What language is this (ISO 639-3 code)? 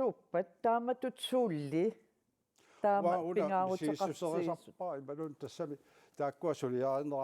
kal